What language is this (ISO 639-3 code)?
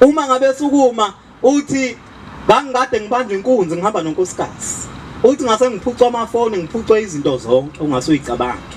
zul